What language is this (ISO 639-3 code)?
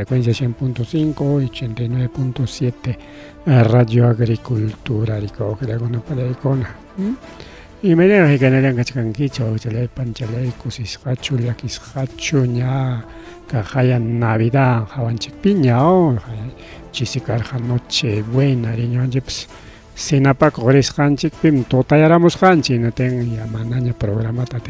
quy